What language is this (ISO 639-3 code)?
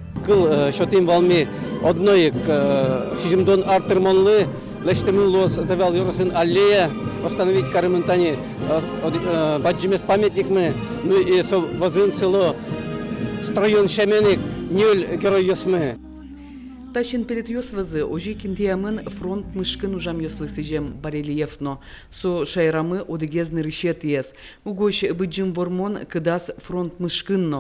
udm